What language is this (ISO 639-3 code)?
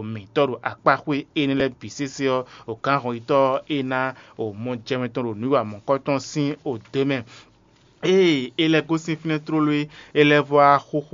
fon